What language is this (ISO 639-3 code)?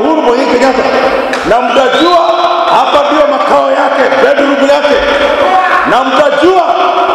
swa